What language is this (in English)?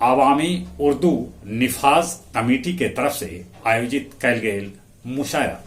Magahi